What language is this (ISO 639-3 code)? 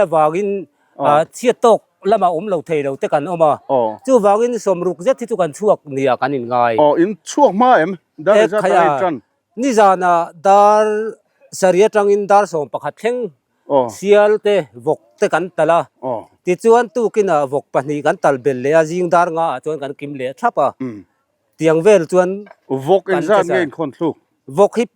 lus